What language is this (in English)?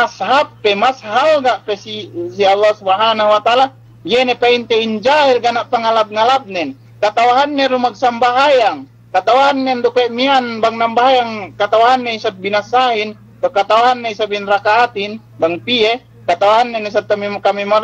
Yakan